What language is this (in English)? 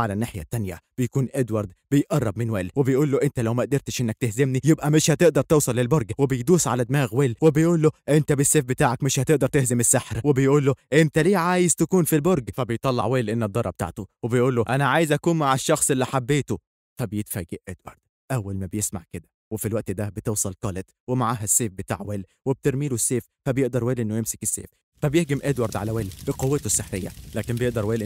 Egyptian Arabic